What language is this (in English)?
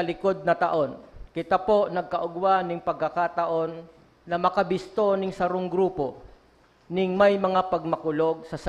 Bikol